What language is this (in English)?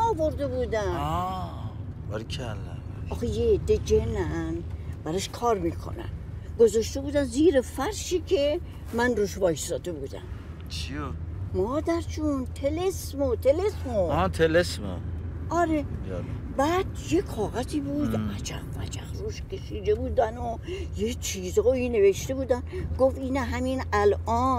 Persian